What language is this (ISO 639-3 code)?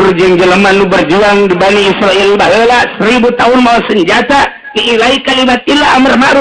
sun